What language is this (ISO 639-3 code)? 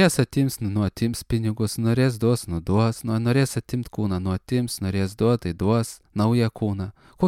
lit